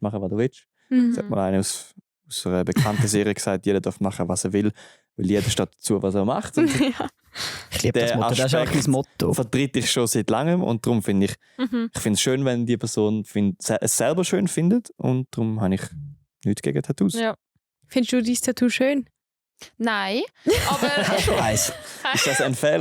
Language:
Swiss German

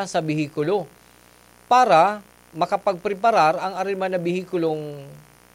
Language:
Bikol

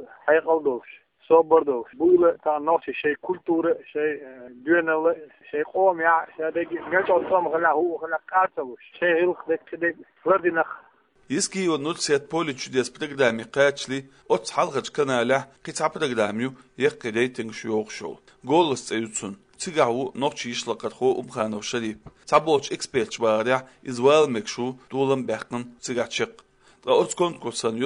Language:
Chechen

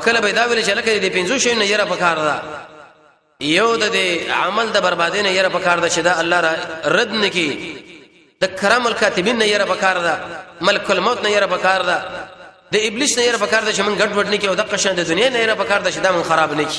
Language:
Pashto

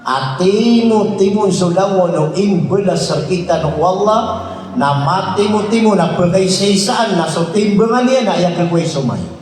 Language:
Maranao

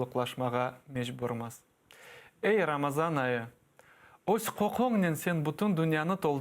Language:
Crimean Tatar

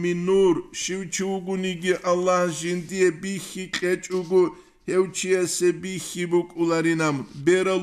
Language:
Avaric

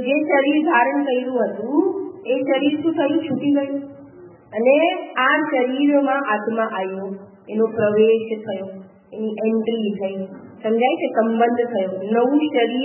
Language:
Gujarati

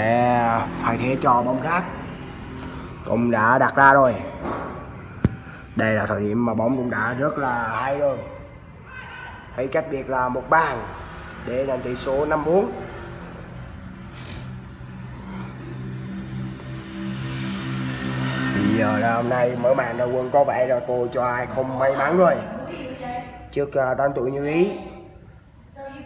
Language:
Vietnamese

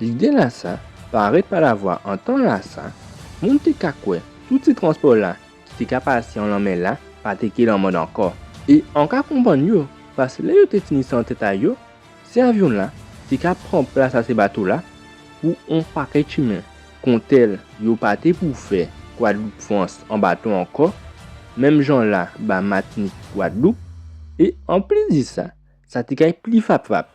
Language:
Guadeloupean Creole French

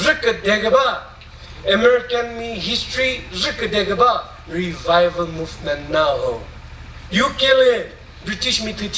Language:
Chokri Naga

